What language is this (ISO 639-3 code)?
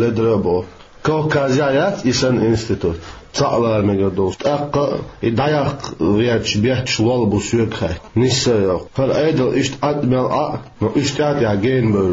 che